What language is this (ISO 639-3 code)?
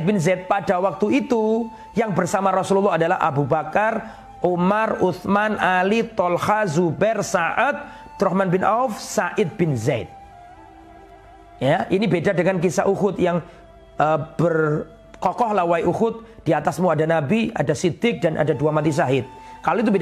ind